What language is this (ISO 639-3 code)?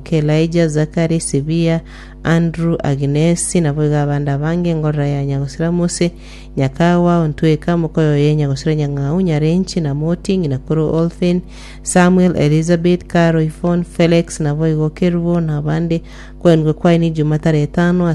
guz